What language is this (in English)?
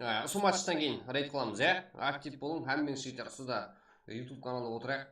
Kara-Kalpak